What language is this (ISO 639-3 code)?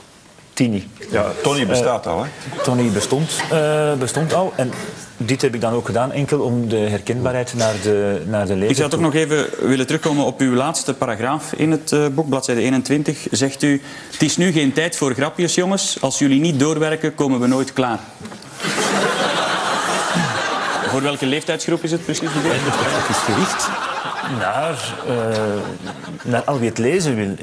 nld